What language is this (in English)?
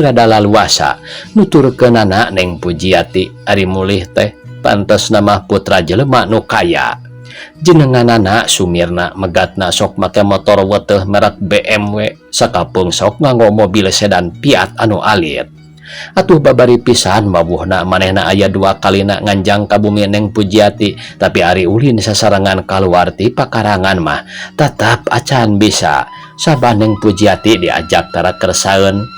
Sundanese